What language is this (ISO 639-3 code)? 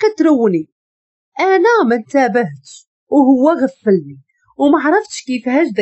ary